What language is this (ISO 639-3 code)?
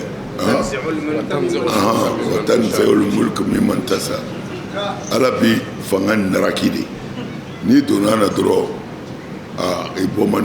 bam